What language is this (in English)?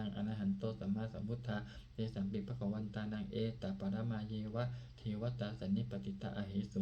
Pali